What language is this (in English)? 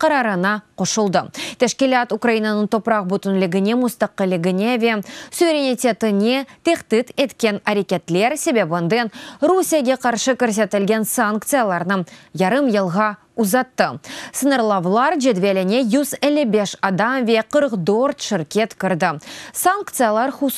Crimean Tatar